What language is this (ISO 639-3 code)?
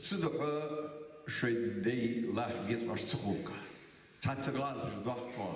inh